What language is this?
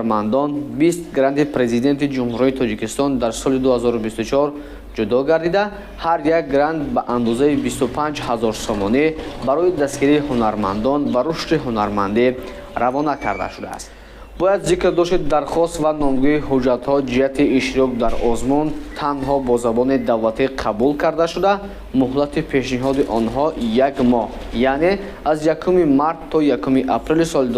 Tajik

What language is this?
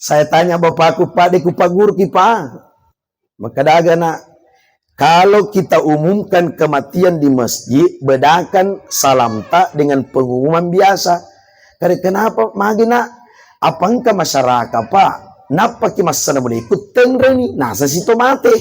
Buginese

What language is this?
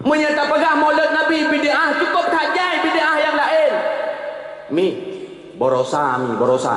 Achinese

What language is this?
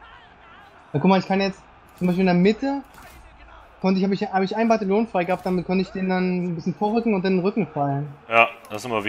German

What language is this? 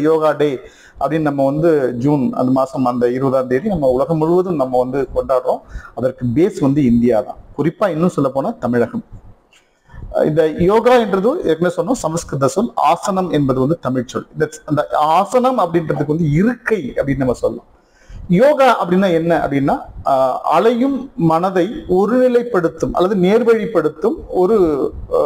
Tamil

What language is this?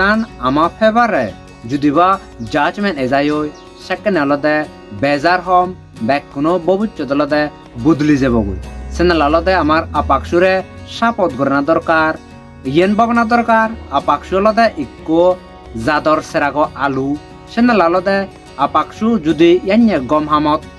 Chakma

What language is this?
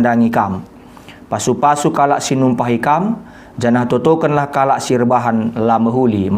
Batak Karo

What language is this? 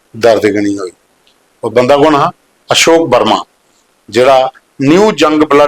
Dogri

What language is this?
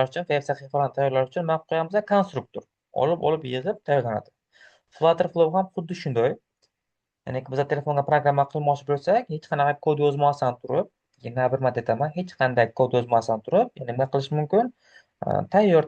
Uzbek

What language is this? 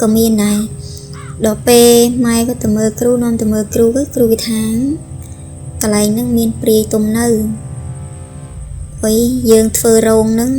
Khmer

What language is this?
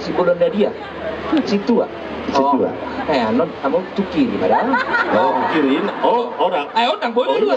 Batak Toba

